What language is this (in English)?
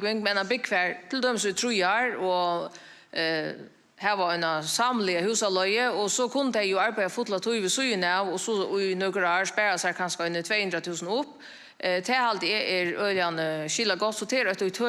Faroese